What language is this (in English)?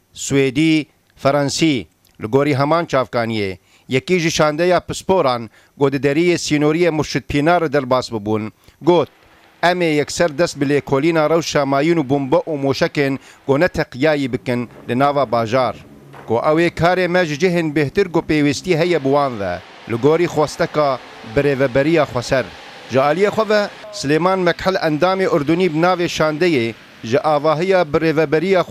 Kurdish